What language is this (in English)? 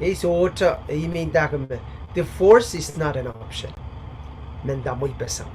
Pohnpeian